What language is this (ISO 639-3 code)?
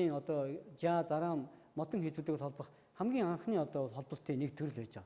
mon